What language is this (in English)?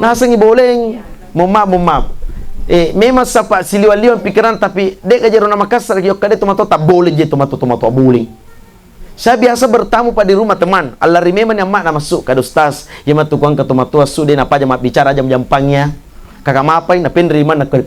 Buginese